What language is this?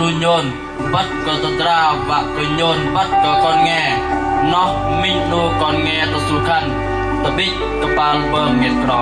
Bahnar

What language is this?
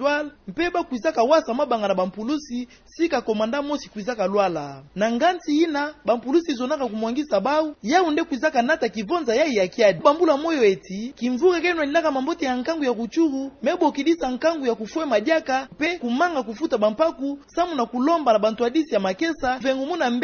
Kituba (Democratic Republic of Congo)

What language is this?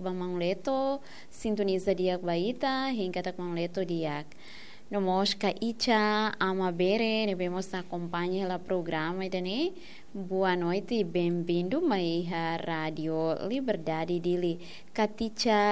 Tetum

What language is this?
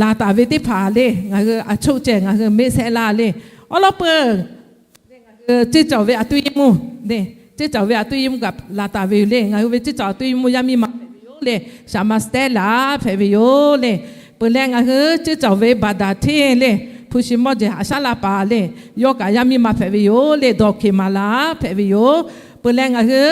Lahu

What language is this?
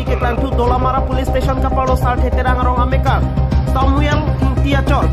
Karbi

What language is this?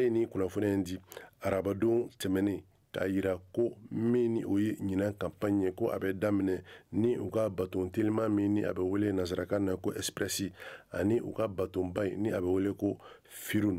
Bambara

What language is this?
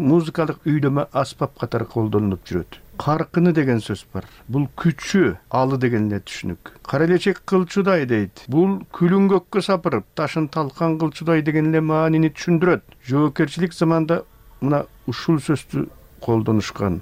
Kyrgyz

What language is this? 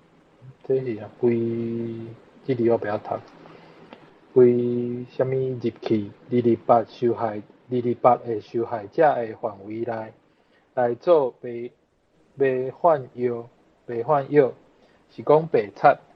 Min Nan Chinese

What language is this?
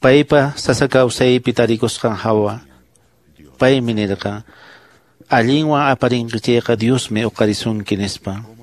Quechua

